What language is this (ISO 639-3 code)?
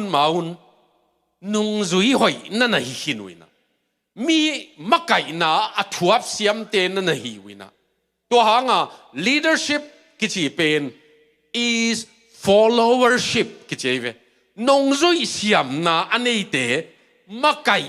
ctd